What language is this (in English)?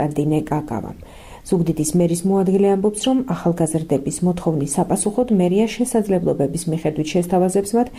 Georgian